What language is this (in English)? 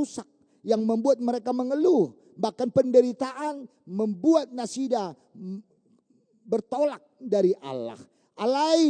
Batak Toba